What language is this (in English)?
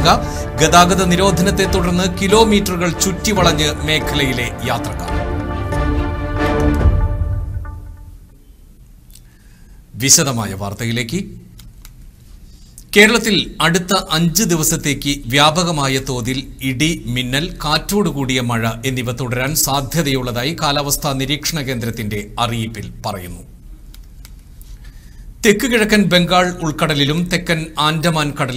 Malayalam